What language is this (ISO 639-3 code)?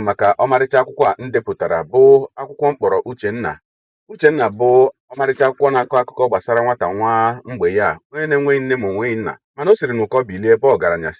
ibo